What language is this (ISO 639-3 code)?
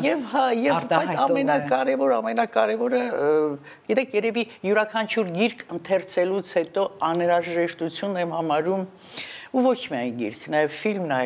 hye